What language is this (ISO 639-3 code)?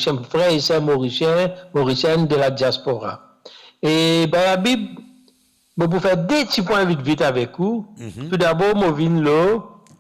mfe